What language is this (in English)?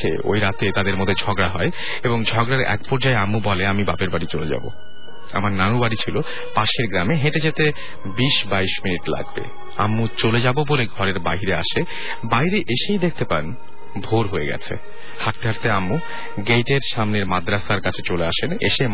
Bangla